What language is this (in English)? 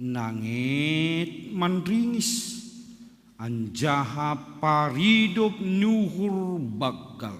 Batak Simalungun